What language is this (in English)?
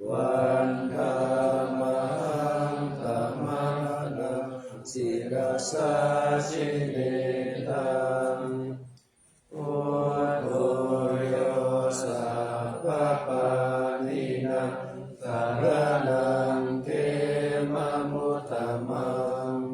Pali